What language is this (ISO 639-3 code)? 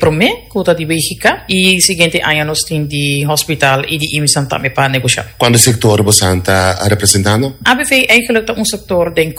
pap